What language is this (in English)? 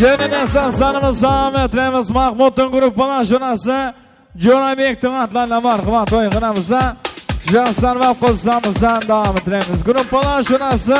Kara-Kalpak